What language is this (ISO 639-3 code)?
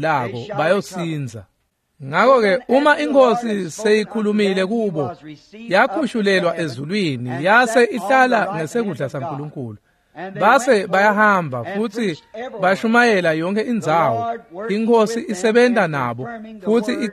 ssw